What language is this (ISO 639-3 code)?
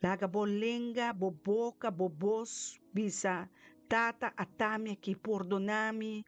pap